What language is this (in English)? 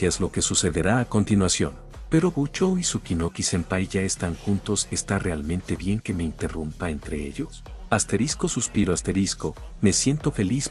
Spanish